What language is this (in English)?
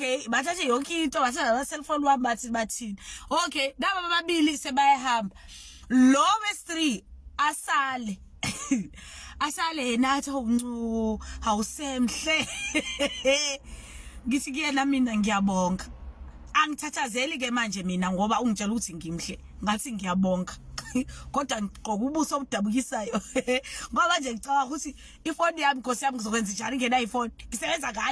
Zulu